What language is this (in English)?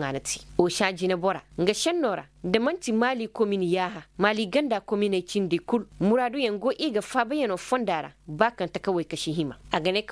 Koyraboro Senni